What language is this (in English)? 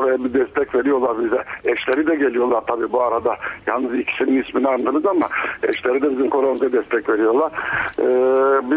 Turkish